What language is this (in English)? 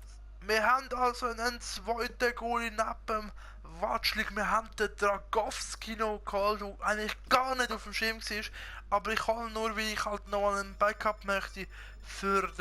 Swiss German